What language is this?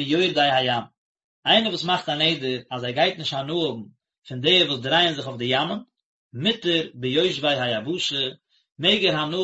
Yiddish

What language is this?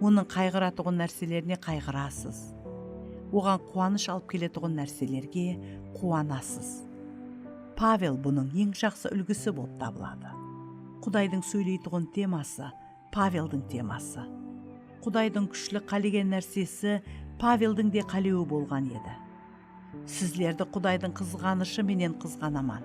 Kara-Kalpak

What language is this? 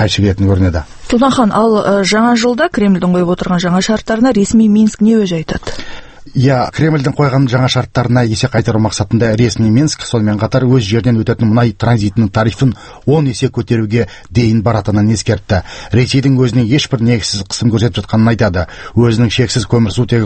Kazakh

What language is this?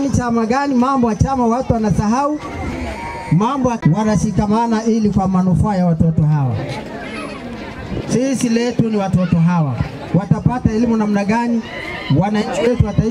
Swahili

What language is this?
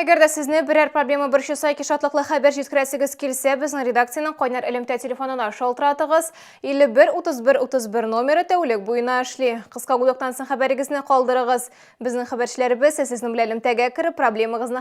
Tatar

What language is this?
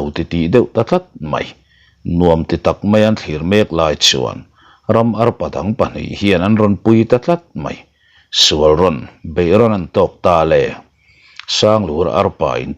Mizo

